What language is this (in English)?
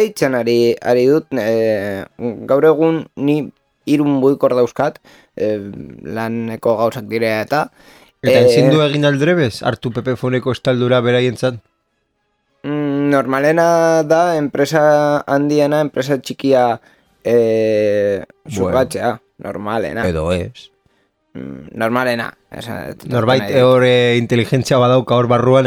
Basque